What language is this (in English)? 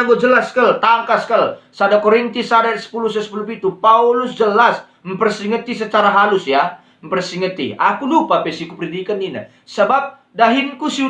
Batak Karo